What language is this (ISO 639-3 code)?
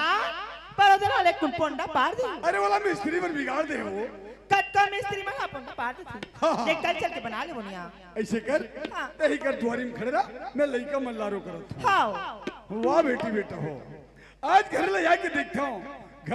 hne